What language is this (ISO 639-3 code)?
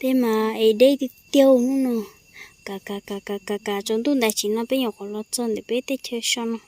hmn